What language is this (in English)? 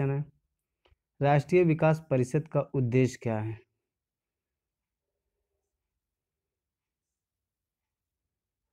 Hindi